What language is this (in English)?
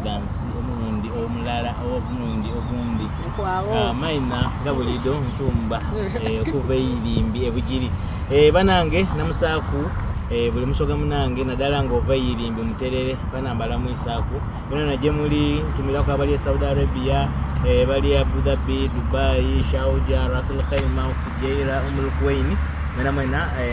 Soga